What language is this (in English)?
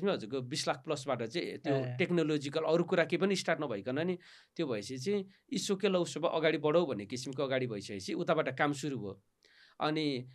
Nepali